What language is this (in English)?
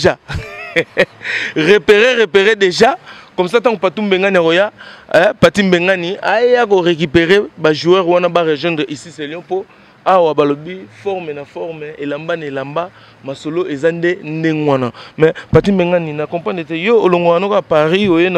Lingala